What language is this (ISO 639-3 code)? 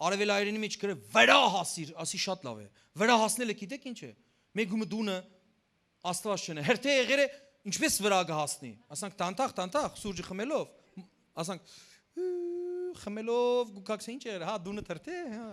hyw